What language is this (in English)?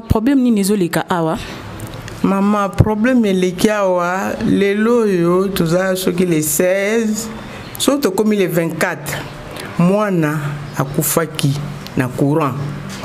Lingala